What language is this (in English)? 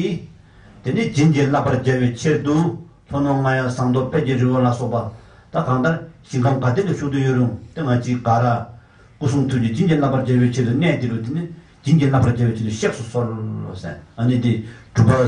Tibetan